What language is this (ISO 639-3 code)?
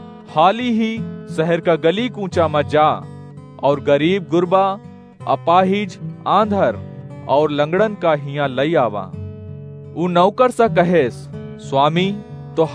awa